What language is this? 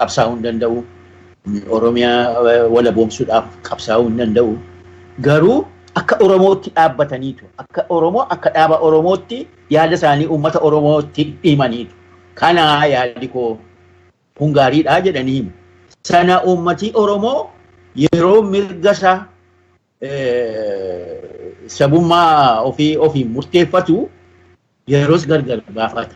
Oromo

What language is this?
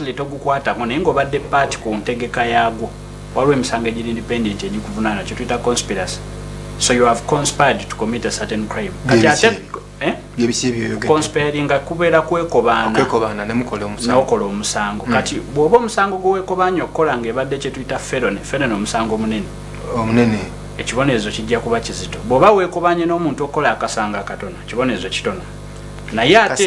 Ganda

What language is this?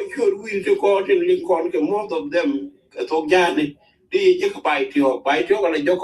Nuer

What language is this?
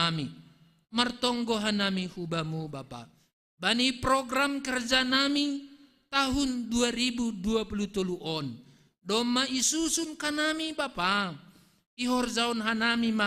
Batak Simalungun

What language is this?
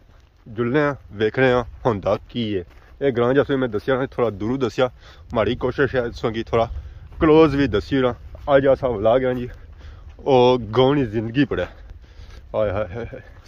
Pahari-Potwari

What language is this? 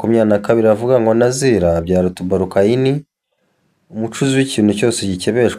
Rundi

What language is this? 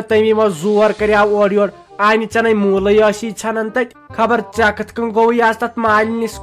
Kashmiri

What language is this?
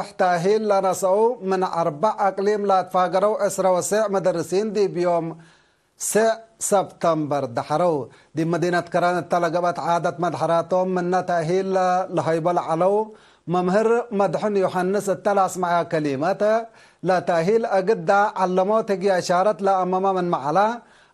Tigre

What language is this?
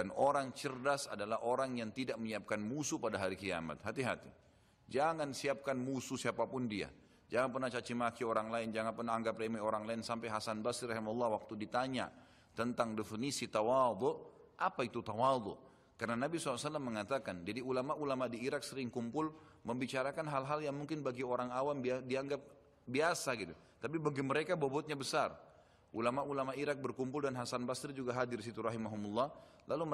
Indonesian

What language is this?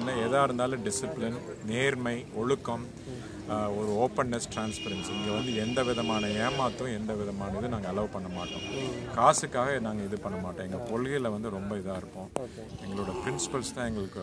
Tamil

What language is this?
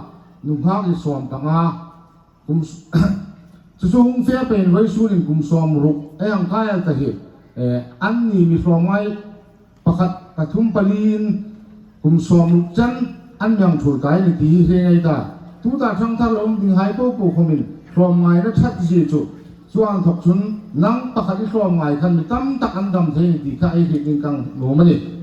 Hmar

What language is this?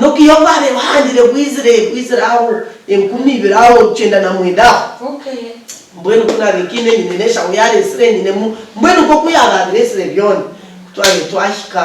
Nyankole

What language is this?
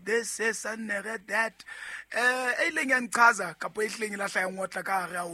Southern Sotho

